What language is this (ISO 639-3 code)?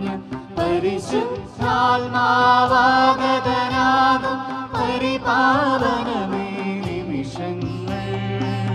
mal